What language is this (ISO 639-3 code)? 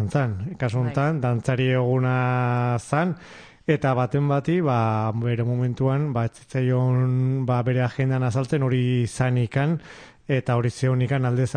eus